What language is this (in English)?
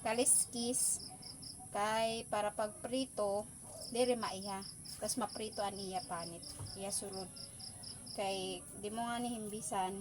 Waray